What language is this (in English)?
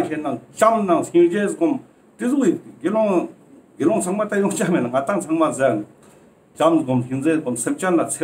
Ladakhi